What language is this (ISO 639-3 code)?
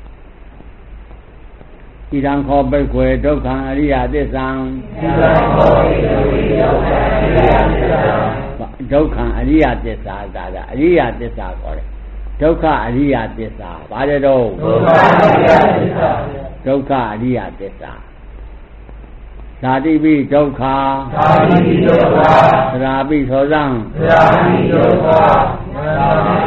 mya